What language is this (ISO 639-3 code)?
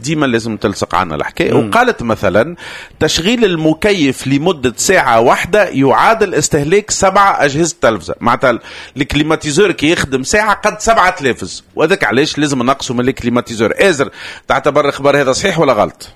aeb